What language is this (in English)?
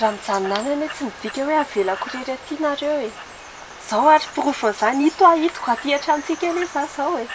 Malagasy